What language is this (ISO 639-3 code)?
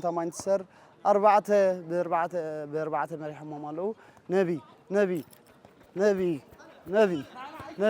tir